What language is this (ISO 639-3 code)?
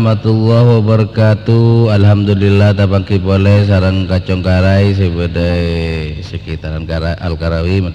mad